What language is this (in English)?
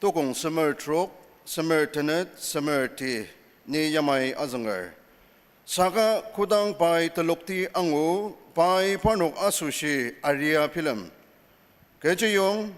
Ao Naga